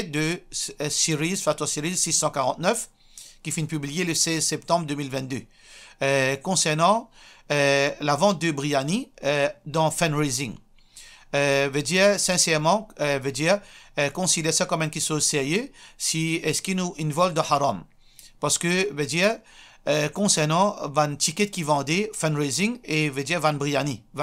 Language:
Morisyen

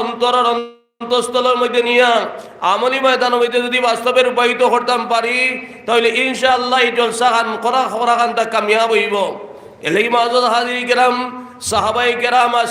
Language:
Sylheti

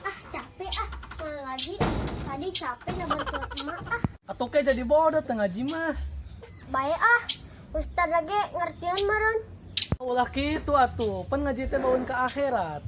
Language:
Sundanese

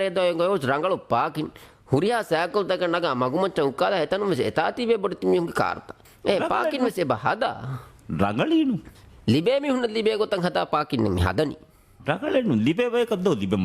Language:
Divehi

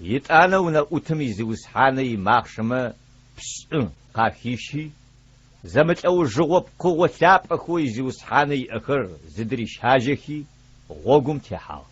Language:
Adyghe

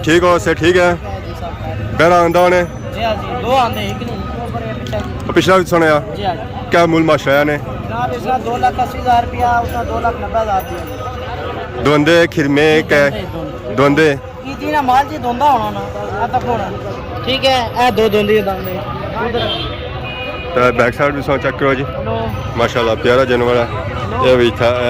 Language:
Pahari-Potwari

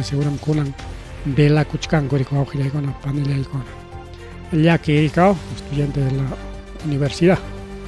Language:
Ayacucho Quechua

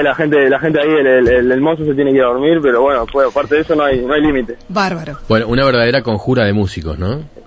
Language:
Spanish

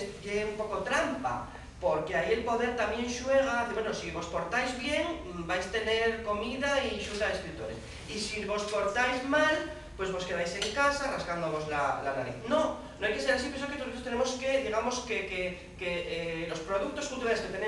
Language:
Asturian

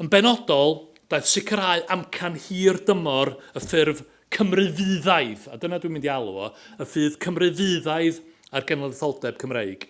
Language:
Welsh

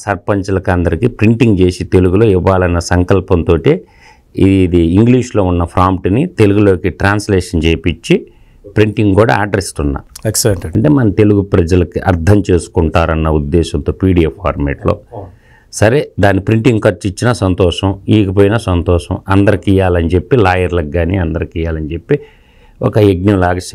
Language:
Telugu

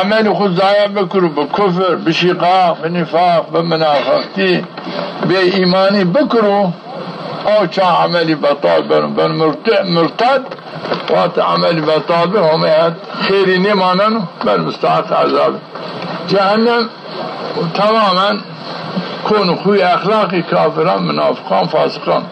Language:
Zaza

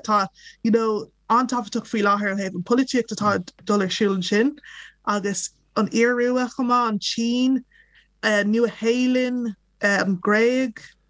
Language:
Irish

